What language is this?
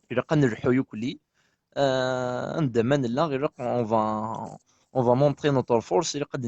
Kabyle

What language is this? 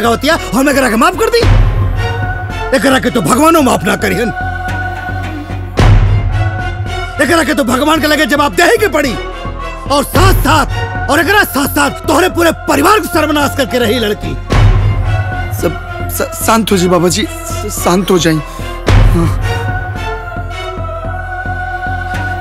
Bhojpuri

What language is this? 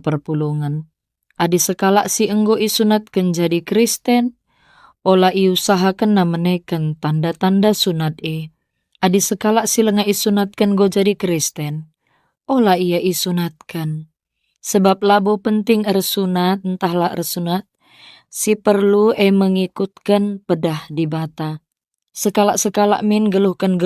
Batak Karo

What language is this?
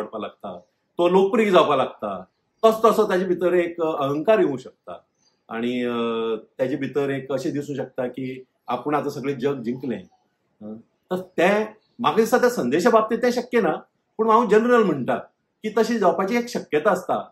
Konkani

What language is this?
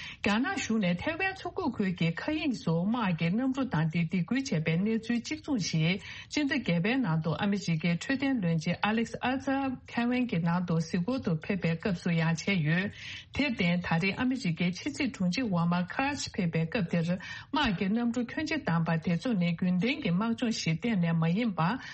Tibetan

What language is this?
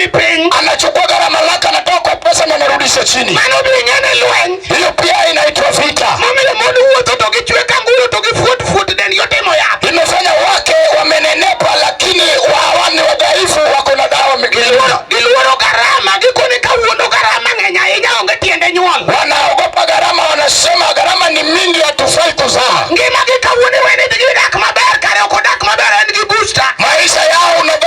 Luo (Kenya and Tanzania)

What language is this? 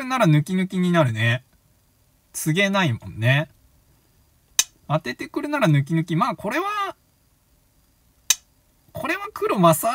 Japanese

